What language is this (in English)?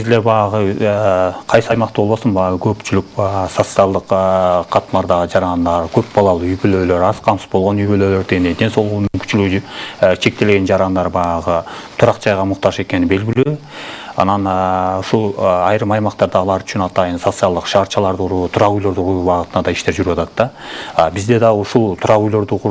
Kyrgyz